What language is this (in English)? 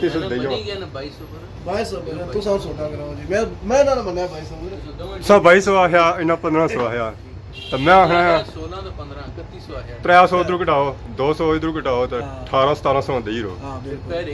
Pahari-Potwari